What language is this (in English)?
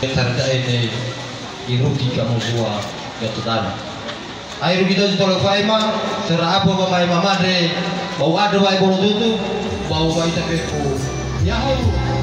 Nias